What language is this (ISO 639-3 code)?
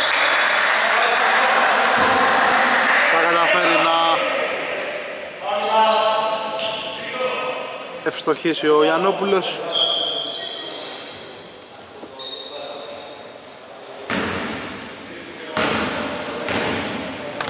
ell